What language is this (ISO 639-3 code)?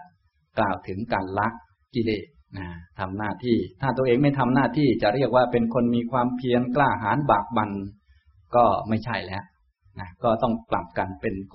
tha